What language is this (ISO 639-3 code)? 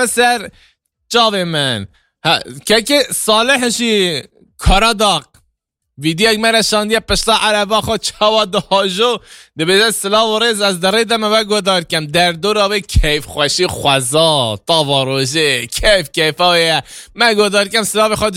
kur